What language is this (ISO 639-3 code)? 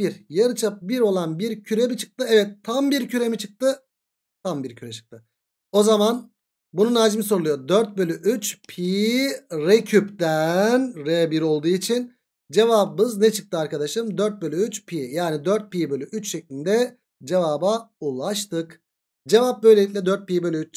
tur